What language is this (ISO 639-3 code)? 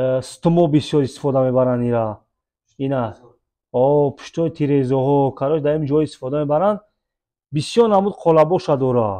tgk